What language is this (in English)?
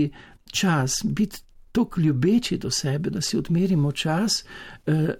Slovenian